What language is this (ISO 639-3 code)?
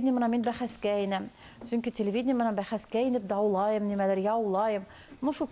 bak